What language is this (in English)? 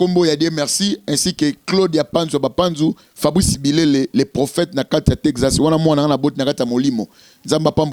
Lingala